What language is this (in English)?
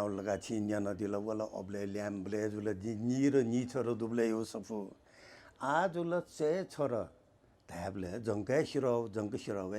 Newari